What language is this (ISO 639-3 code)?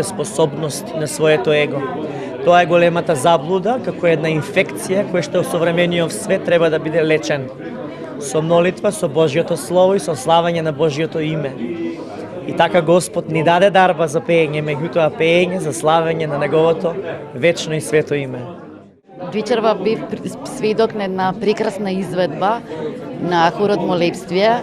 mkd